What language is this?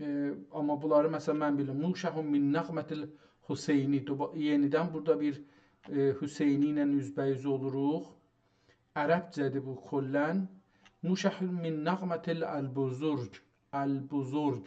South Azerbaijani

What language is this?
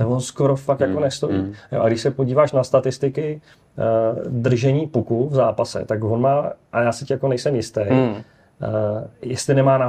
Czech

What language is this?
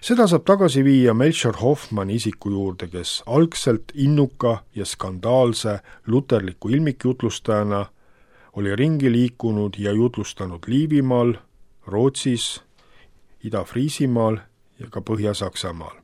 Estonian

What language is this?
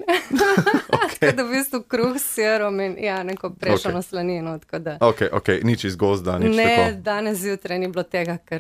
Slovenian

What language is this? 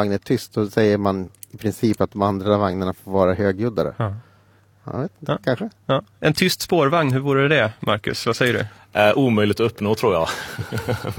Swedish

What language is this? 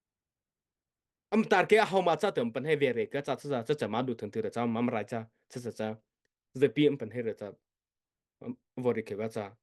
Mara Chin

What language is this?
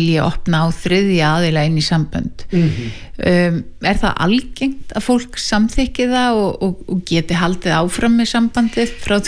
Icelandic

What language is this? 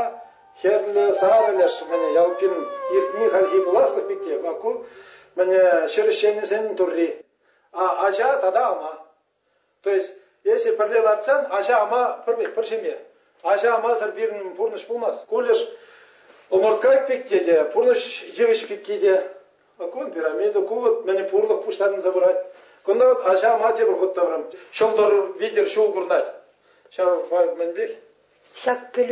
Chuvash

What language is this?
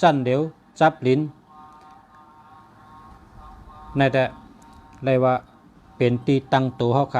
Shan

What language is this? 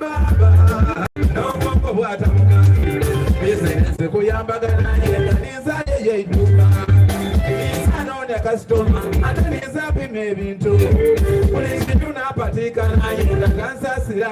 Soga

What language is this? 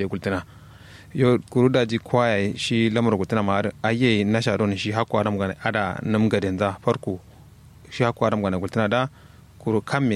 Kanuri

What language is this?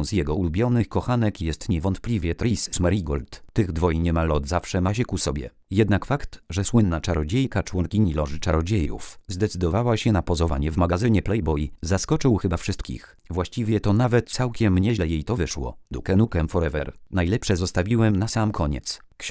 Polish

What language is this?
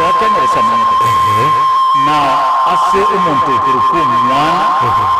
Gusii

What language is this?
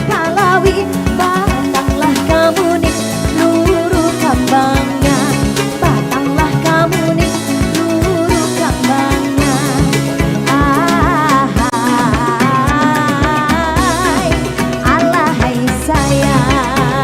Banjar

